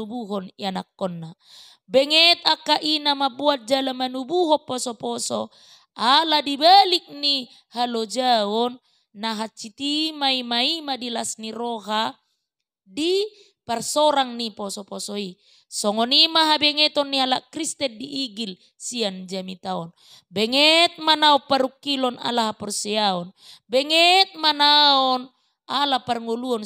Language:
Batak Toba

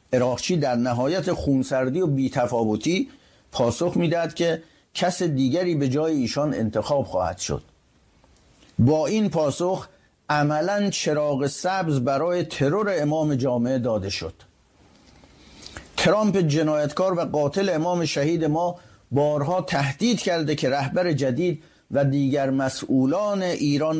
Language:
Persian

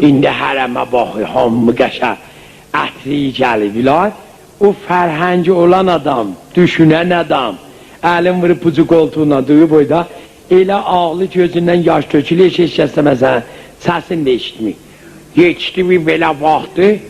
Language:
South Azerbaijani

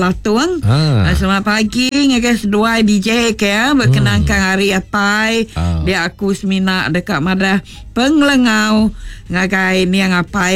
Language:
Iban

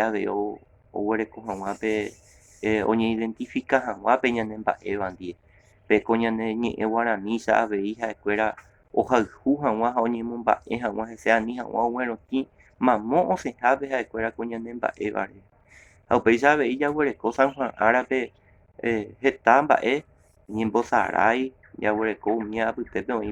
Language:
Guarani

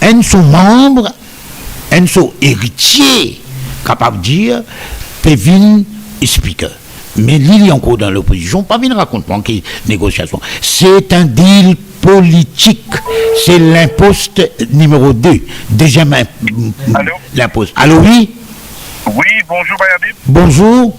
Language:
Morisyen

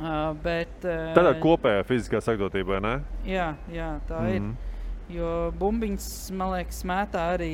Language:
Latvian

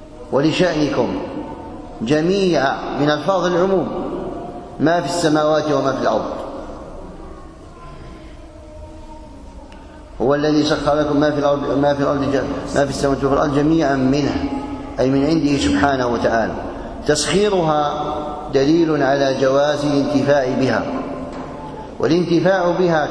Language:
Arabic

